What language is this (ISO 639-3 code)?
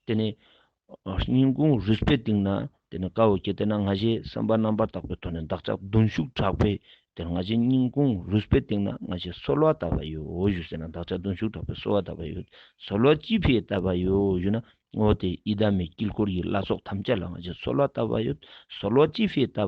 lbj